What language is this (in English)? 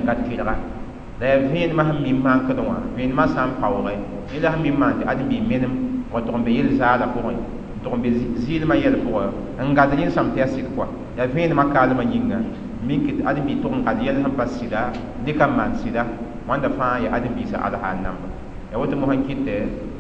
Mossi